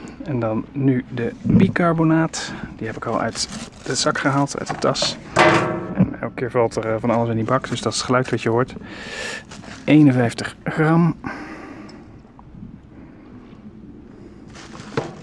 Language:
Dutch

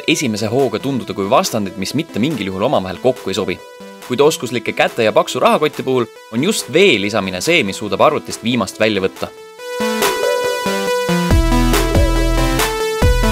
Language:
Estonian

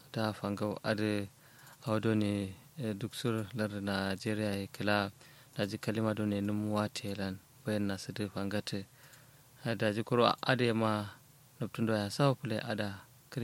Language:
Kanuri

